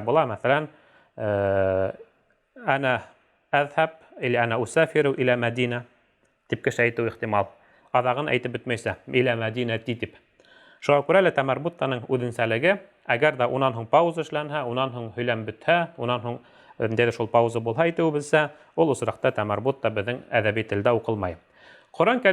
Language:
Bashkir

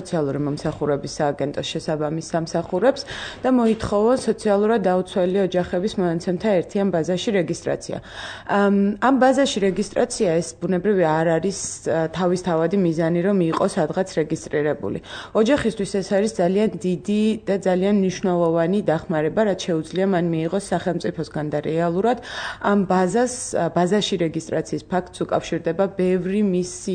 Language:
Georgian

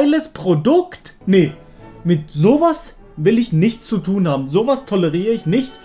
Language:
Swiss German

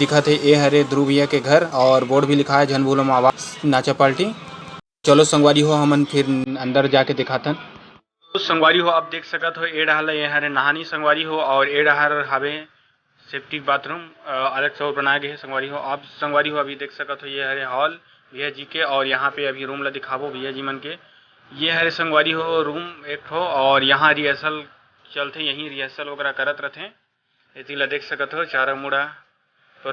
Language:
Chhattisgarhi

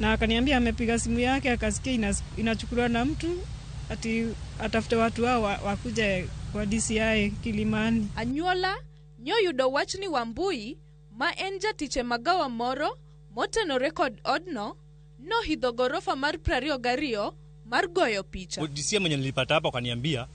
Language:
Luo (Kenya and Tanzania)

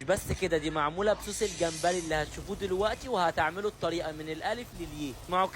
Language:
Egyptian Arabic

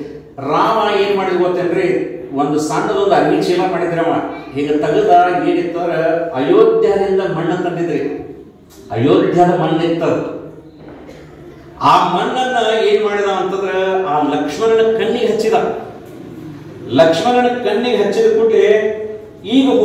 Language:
Kannada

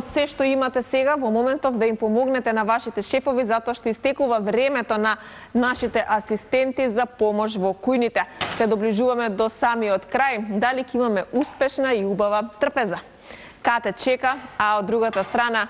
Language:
Macedonian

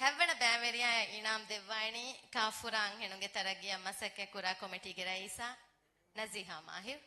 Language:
Divehi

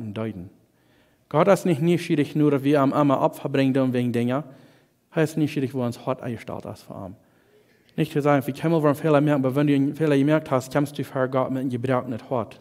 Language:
Plautdietsch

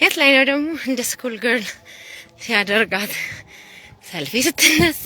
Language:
Amharic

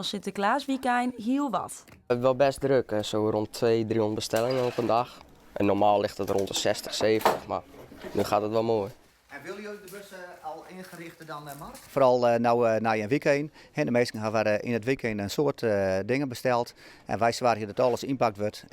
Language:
Western Frisian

